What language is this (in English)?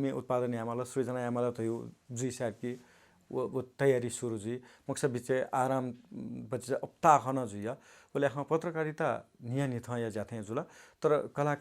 Newari